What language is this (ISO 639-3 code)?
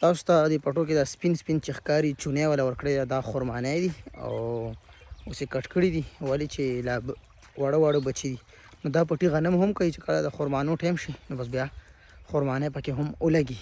pus